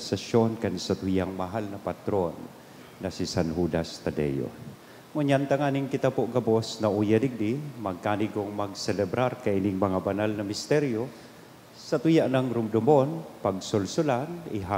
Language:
Bikol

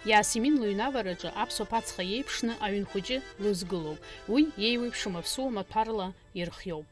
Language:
Abkhazian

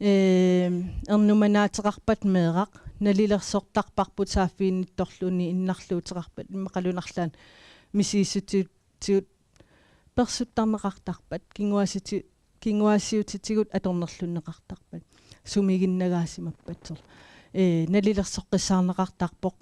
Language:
Kalaallisut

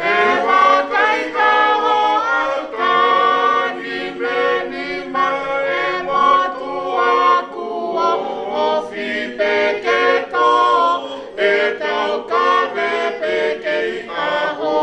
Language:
Tongan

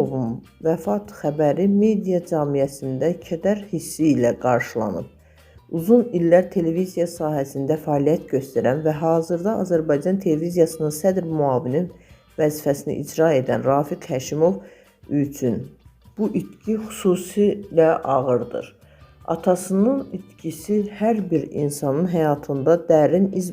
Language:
Azerbaijani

